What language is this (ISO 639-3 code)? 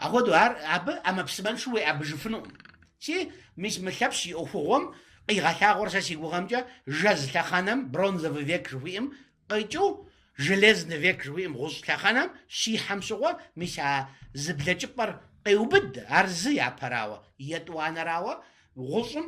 kbd